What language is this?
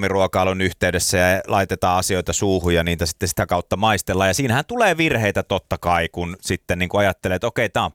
Finnish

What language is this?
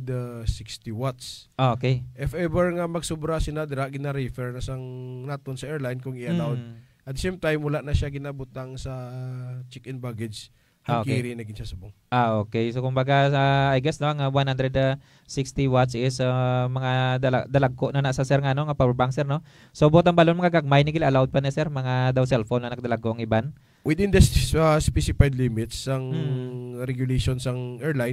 Hiligaynon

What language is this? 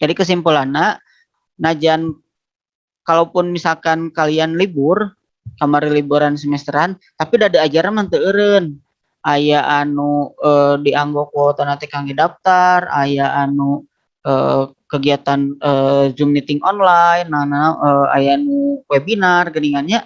Sundanese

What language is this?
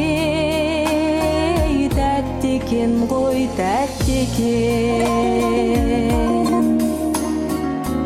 Kazakh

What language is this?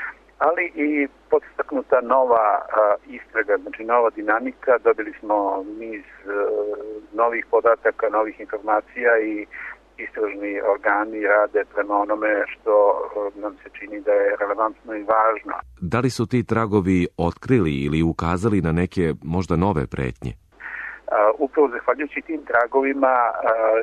Serbian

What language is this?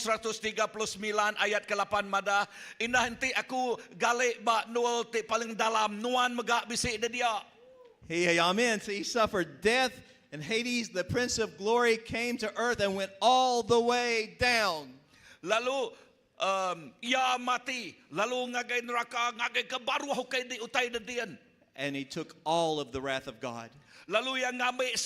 Iban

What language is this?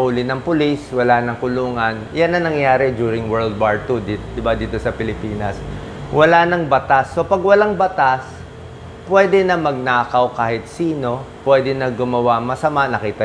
Filipino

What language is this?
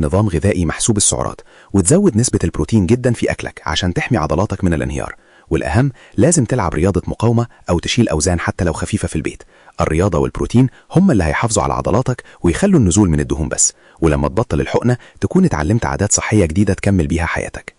Egyptian Arabic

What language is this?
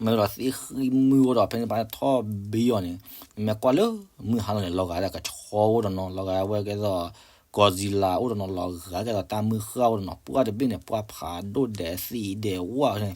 S'gaw Karen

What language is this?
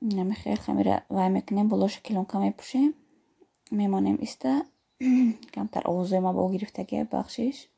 Tajik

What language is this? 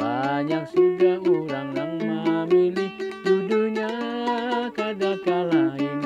Banjar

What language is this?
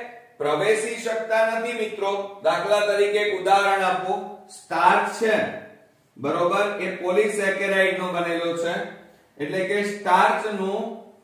Gujarati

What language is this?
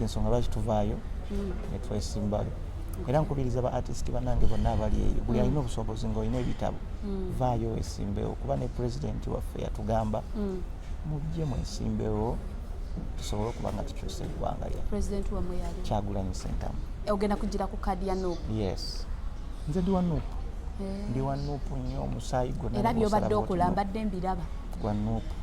Ganda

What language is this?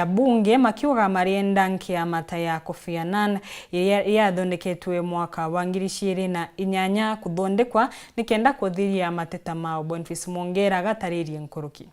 Meru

